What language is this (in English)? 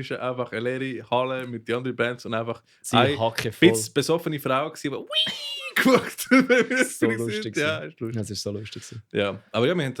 Swiss German